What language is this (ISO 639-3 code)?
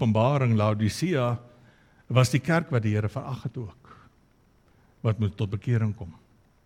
afr